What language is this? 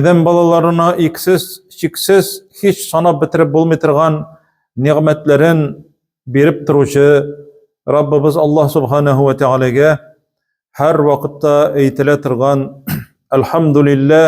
Tatar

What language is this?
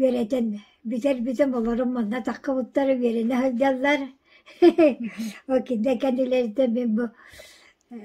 Yakut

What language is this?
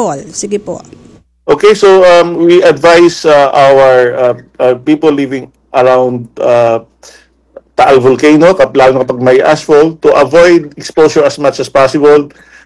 Filipino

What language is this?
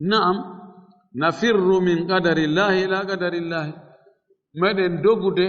Fula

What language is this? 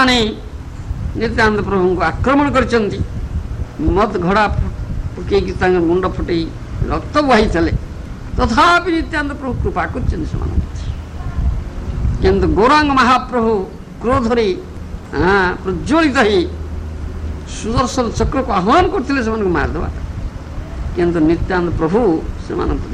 Odia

